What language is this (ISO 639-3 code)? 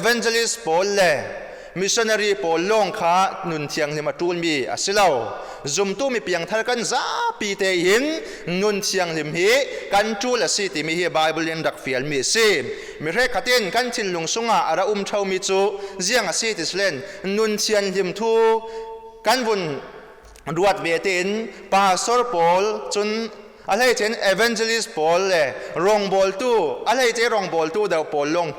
cfm